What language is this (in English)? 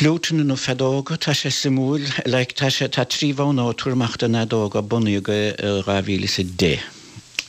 Irish